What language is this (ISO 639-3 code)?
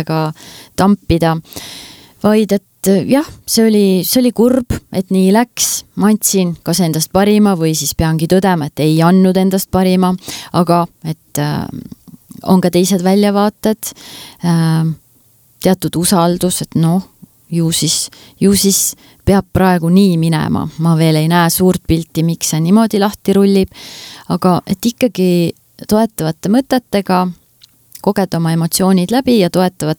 est